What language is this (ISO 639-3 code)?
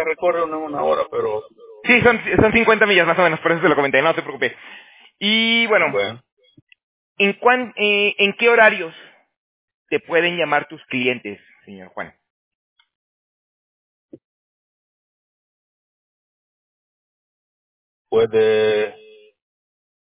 spa